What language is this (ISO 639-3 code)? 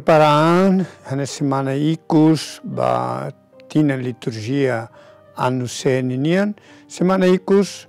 tet